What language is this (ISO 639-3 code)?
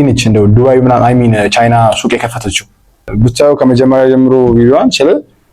amh